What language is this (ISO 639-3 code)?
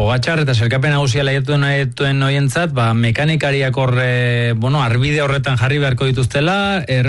eus